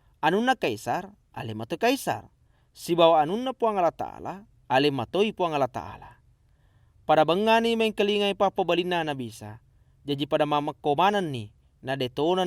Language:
Buginese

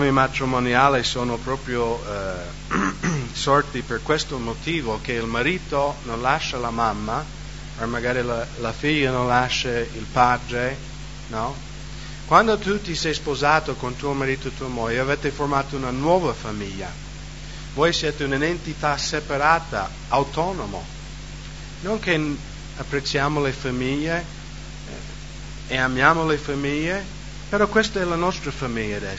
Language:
Italian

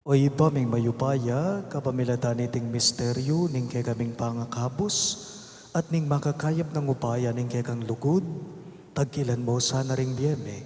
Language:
Pampanga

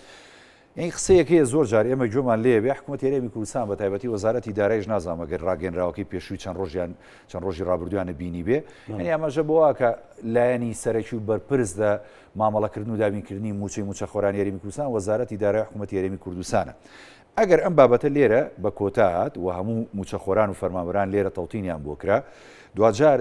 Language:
Central Kurdish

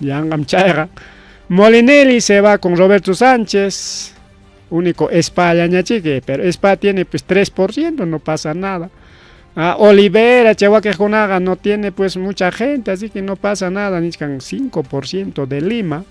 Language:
Ayacucho Quechua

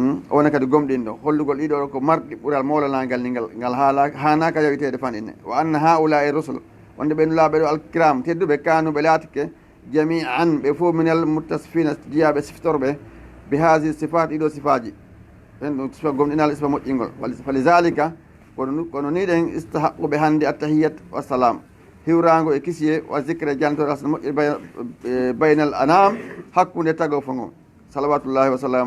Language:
Fula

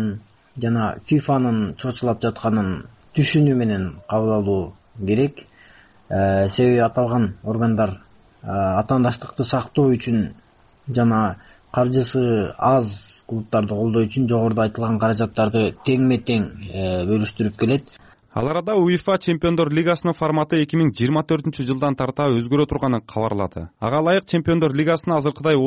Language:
Kyrgyz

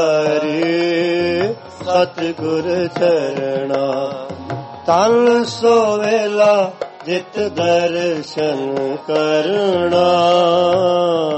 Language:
Punjabi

